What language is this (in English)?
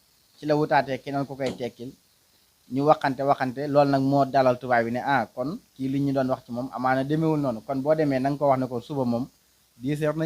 Wolof